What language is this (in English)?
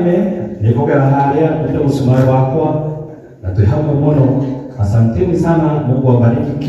Kikuyu